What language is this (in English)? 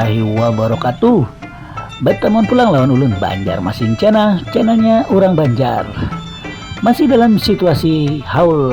Banjar